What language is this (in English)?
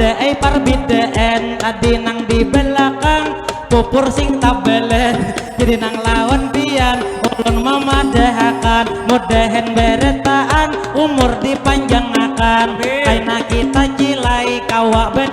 Banjar